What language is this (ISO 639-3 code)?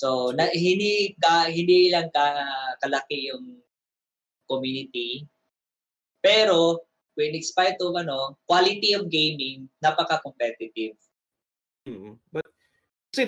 fil